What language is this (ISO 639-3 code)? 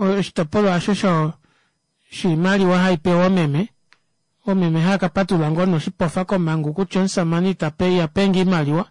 kua